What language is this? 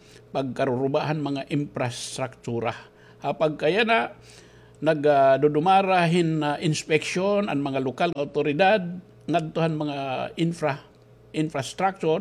Waray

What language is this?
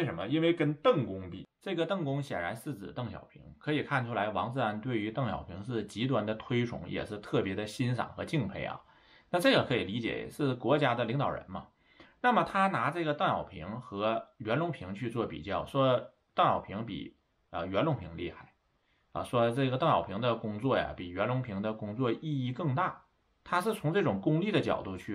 Chinese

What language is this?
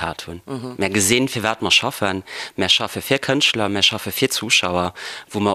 Luxembourgish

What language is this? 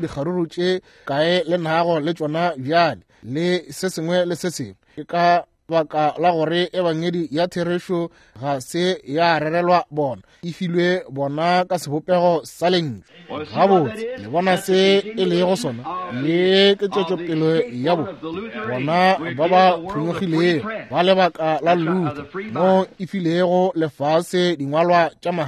Northern Sotho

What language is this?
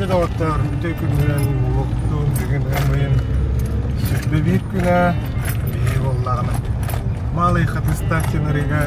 Yakut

